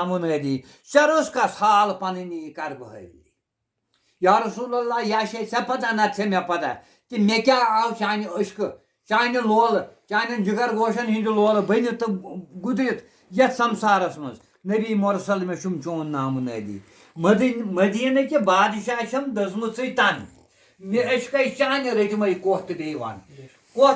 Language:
Kashmiri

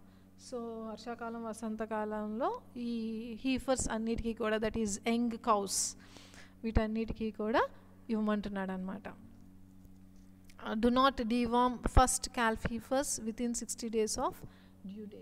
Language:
Telugu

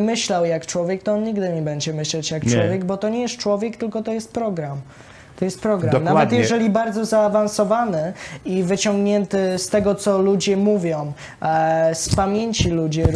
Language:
Polish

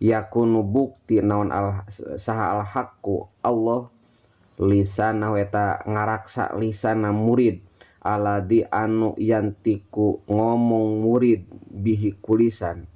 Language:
Sundanese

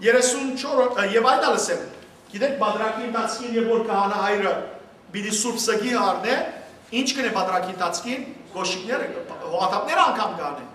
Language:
Western Armenian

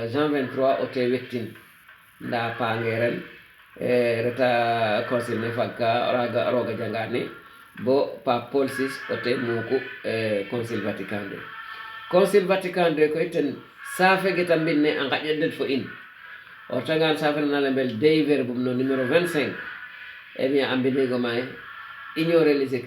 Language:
Wolof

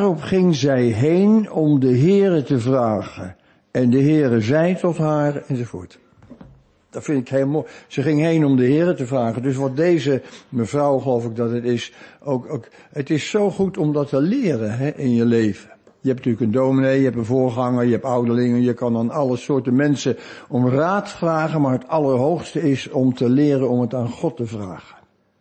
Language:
Dutch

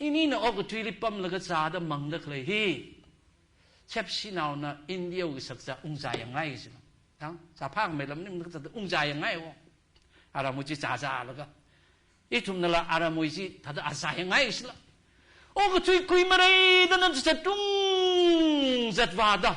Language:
Tangkhul Naga (India)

